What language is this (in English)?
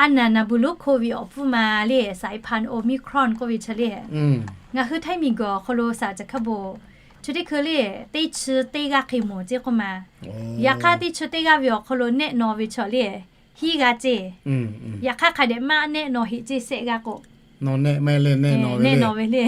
Lahu